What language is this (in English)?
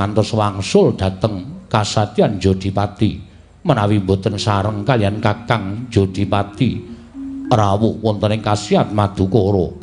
Javanese